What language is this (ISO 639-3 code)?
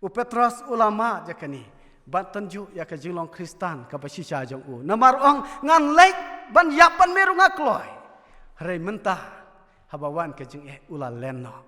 kha